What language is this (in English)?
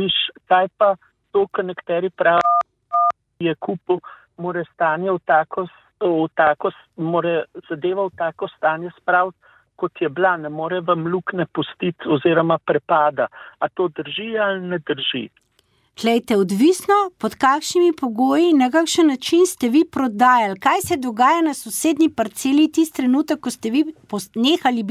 Slovenian